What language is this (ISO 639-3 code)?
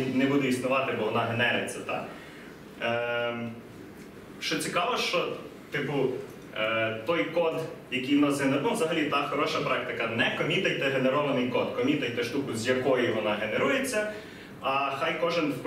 ukr